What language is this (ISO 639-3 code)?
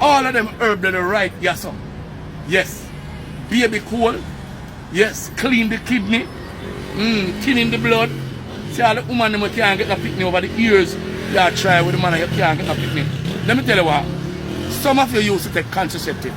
jam